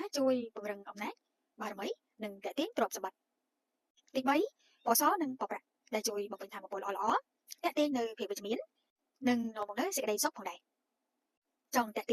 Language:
Khmer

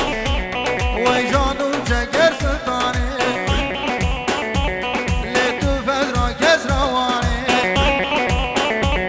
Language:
Persian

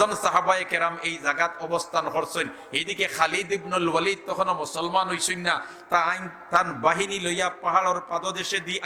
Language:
Sylheti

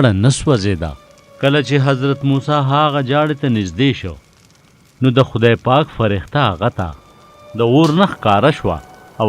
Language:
Pashto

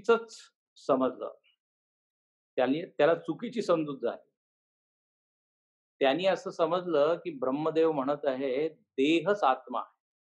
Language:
Marathi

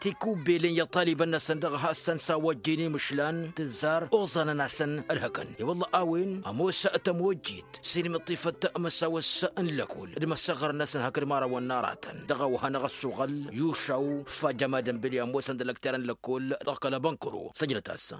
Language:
Tamasheq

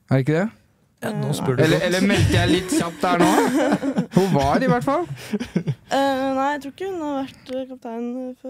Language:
Norwegian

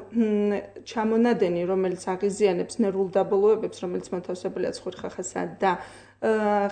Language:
Georgian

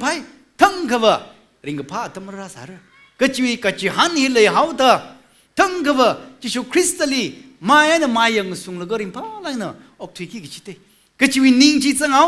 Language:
Tangkhul Naga (India)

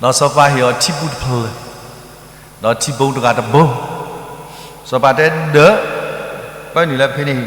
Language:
S'gaw Karen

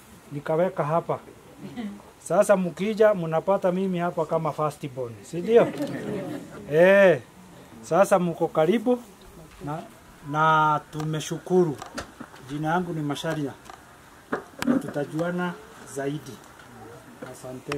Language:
Swahili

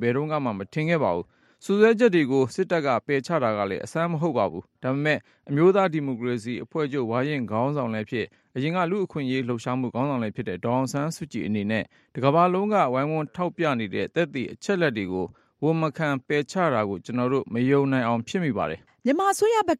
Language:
Burmese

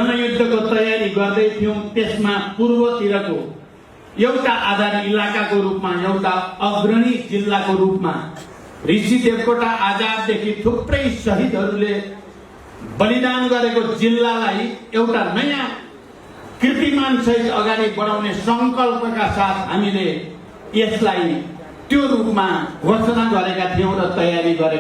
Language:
Nepali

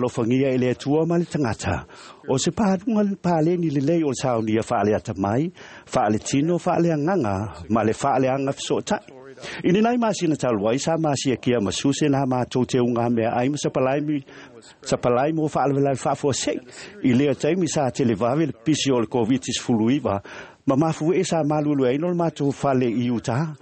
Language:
Samoan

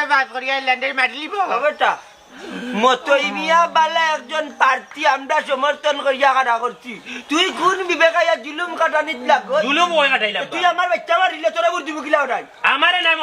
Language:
Sylheti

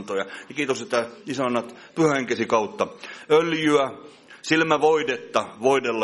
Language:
Finnish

